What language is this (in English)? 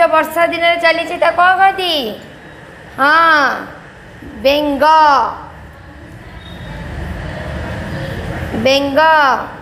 Odia